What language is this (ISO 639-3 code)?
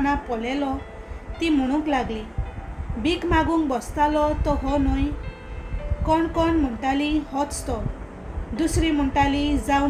kok